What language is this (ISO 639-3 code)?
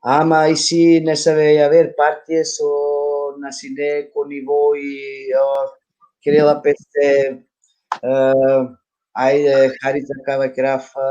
rmn